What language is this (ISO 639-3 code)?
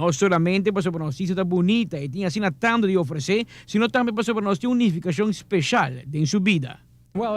pap